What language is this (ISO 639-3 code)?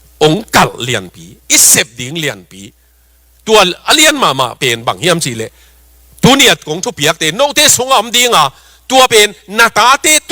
ctd